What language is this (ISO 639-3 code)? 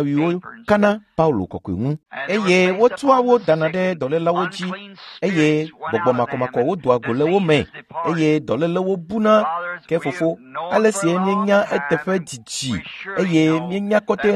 ewe